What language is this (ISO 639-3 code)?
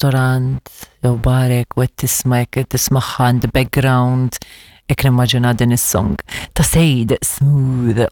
mlt